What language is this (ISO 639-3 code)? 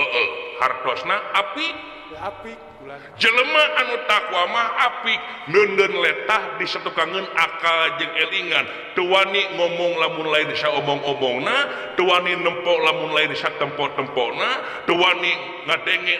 sun